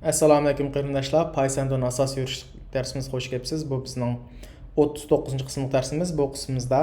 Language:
Uyghur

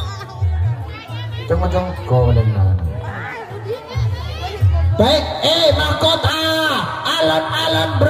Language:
Indonesian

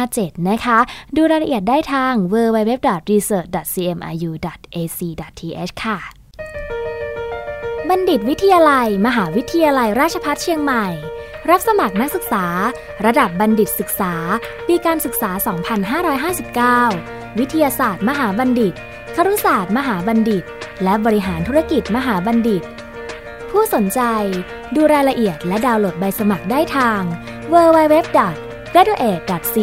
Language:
Thai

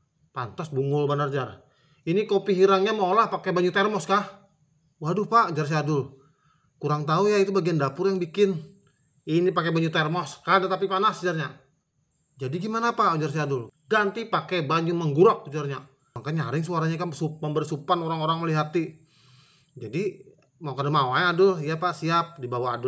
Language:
Banjar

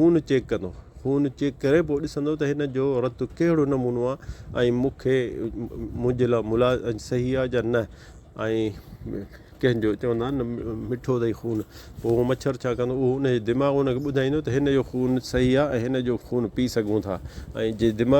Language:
Sindhi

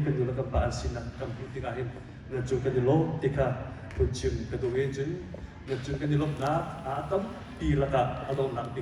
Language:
Hakha Chin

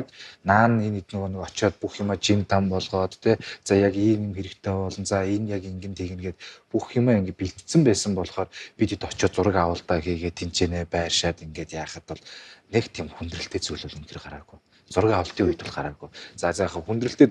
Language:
Mongolian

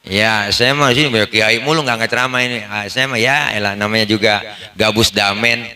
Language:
Betawi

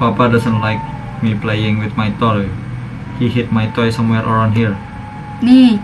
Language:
Banjar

